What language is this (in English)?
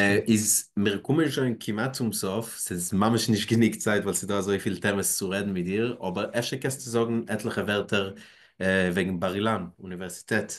Yiddish